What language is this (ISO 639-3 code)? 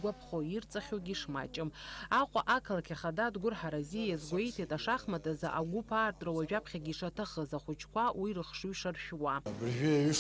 abk